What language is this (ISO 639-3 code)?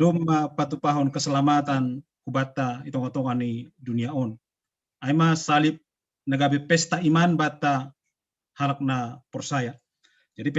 bts